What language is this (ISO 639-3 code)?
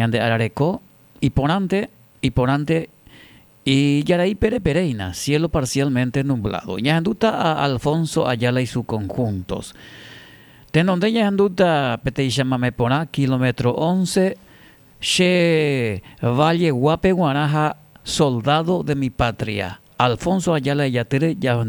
grn